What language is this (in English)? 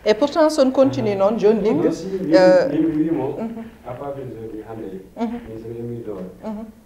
Fula